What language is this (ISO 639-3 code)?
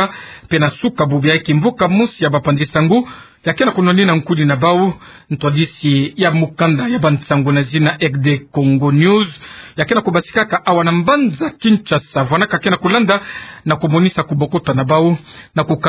ktu